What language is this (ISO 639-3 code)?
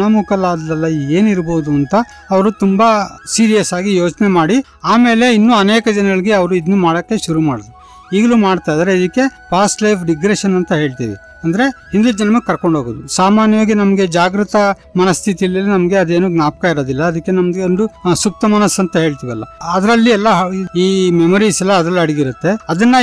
kan